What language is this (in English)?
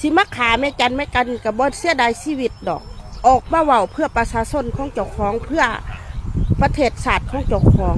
Lao